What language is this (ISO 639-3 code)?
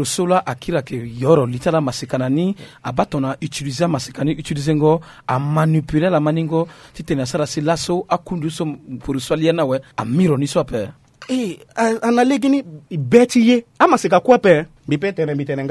sag